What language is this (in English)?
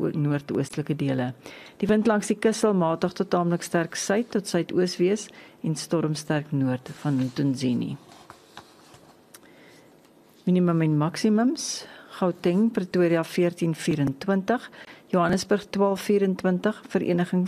Afrikaans